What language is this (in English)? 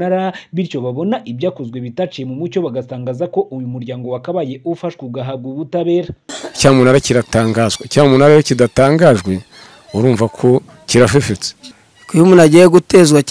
Kinyarwanda